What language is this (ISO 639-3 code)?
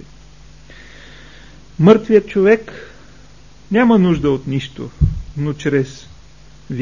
bul